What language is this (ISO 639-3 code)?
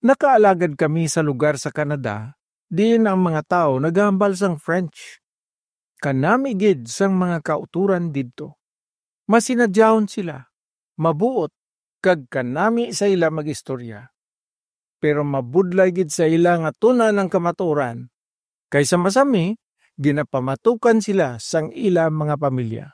hil